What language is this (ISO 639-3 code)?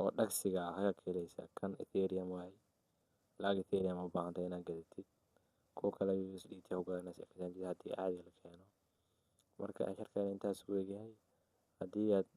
som